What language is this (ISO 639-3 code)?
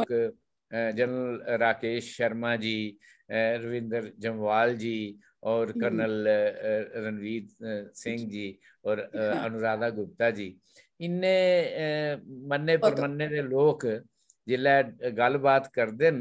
doi